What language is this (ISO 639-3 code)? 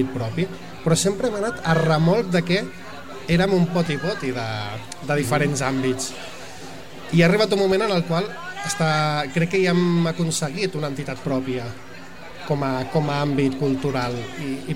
cat